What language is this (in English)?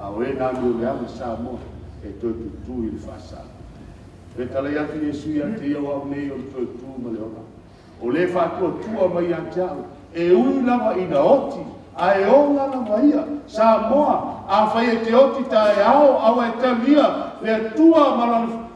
Samoan